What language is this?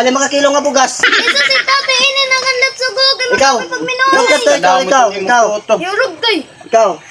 Waray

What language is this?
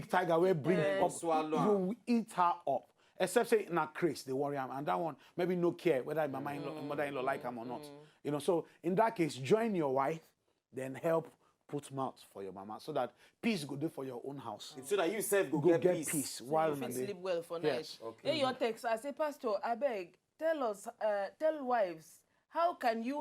Nigerian Pidgin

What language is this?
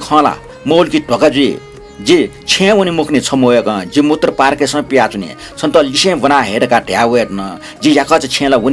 Newari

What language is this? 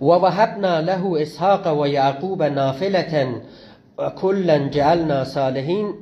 South Azerbaijani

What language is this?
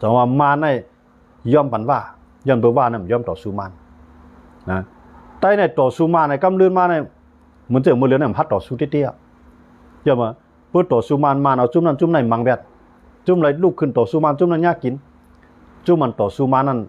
Shan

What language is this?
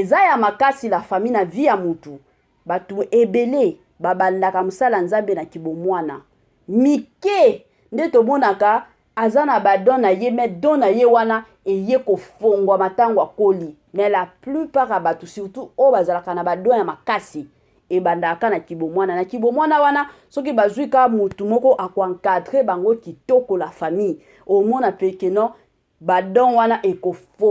Lingala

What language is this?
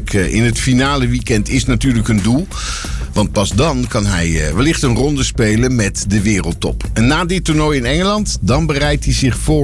Dutch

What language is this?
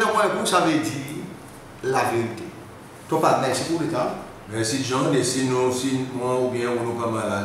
Seselwa Creole French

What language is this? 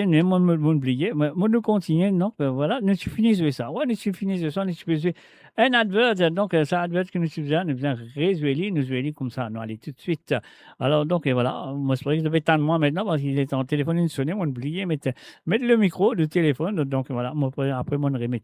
Morisyen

